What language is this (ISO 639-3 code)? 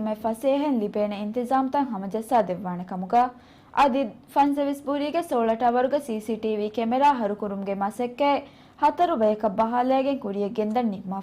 div